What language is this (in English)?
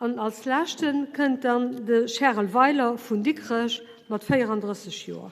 Luxembourgish